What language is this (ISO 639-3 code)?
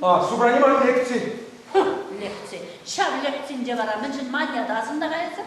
chv